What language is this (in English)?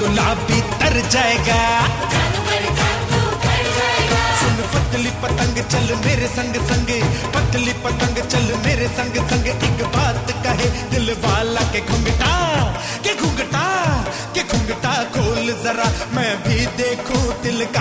Hindi